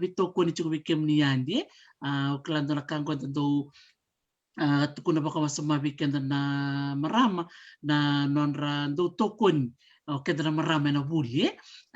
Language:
Fijian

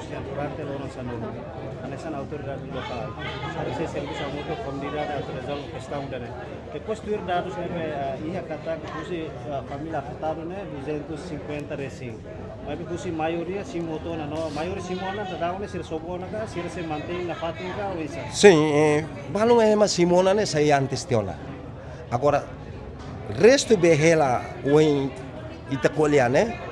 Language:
Tetum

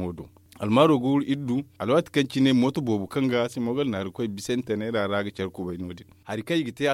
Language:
Zarma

